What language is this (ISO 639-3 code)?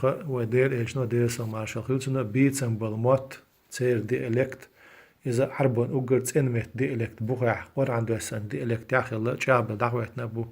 che